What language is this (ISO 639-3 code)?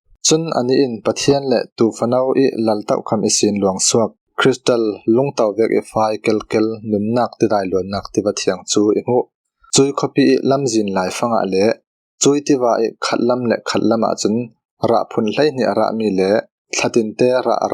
cfm